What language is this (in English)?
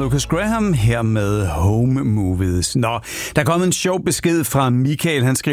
Danish